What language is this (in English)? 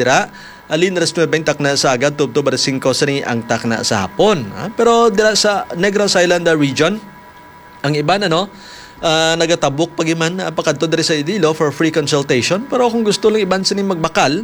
Hiligaynon